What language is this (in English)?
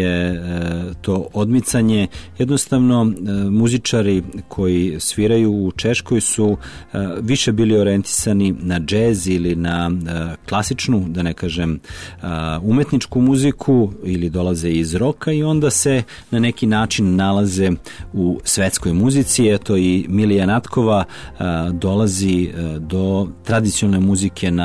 Serbian